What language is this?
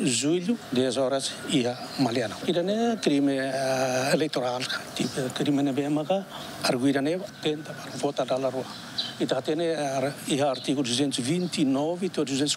Tetum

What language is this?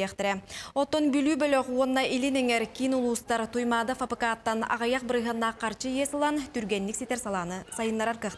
Yakut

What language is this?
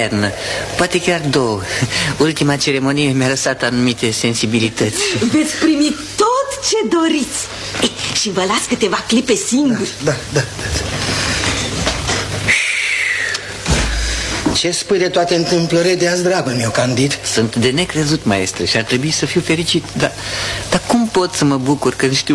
Romanian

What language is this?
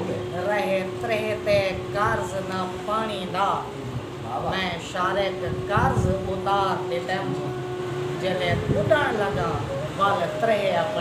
Saraiki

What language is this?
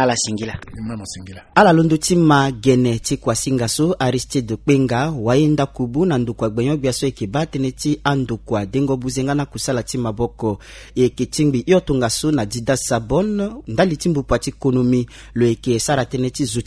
Sango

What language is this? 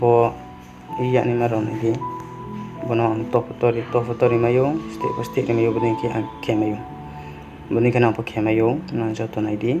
Riang (India)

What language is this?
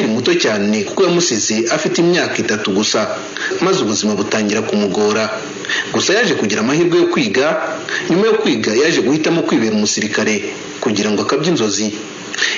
Kinyarwanda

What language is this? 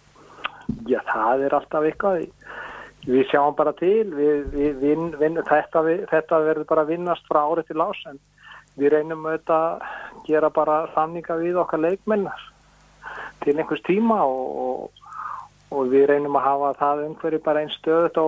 Icelandic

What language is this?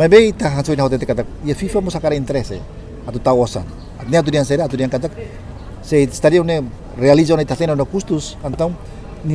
Tetum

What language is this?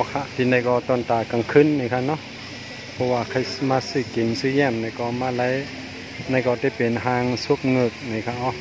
Shan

